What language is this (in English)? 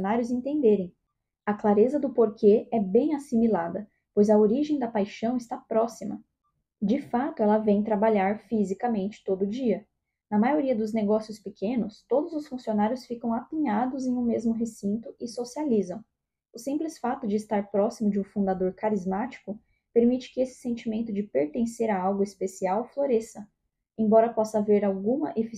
Portuguese